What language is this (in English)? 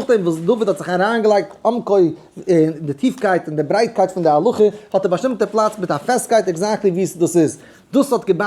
Yiddish